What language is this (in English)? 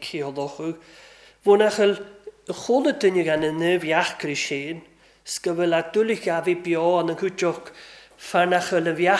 Welsh